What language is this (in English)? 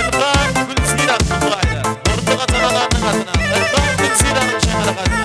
Kara-Kalpak